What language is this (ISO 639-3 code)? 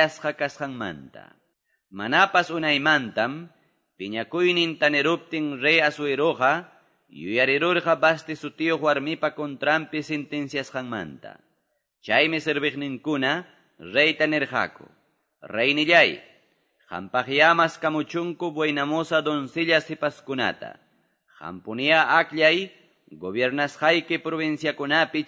que